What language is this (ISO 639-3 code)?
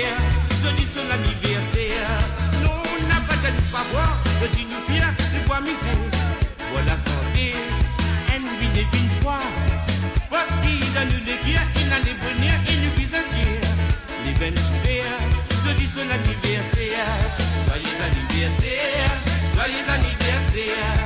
mfe